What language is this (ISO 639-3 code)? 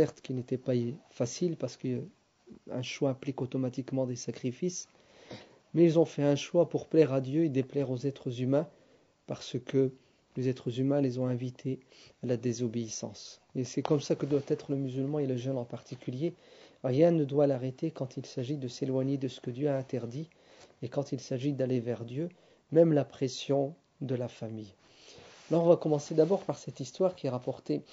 fra